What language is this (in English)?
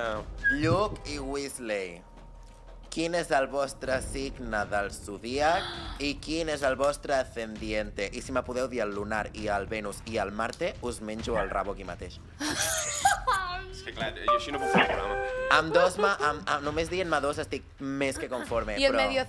Catalan